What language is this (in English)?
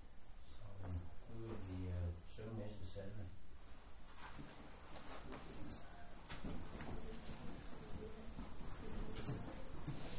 Danish